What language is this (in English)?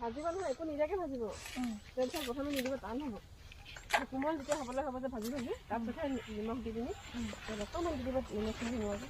Assamese